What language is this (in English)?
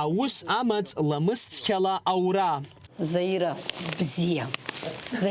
Abkhazian